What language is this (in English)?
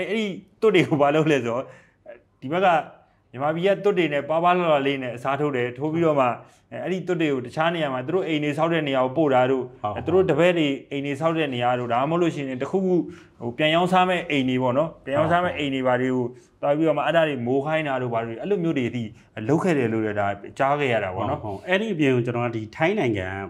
Burmese